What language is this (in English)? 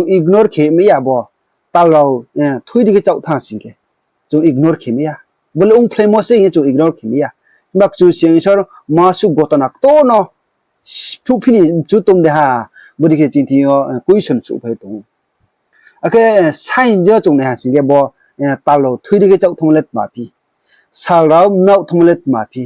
Riang (India)